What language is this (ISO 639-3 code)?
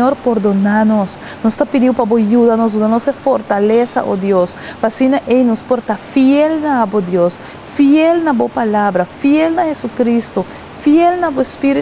pap